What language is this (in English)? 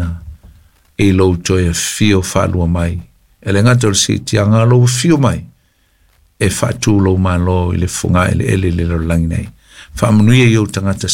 Samoan